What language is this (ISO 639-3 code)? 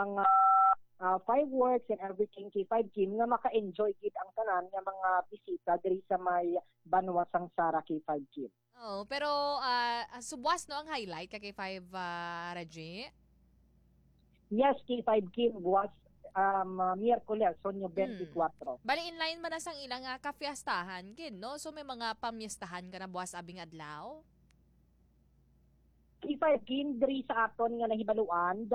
hil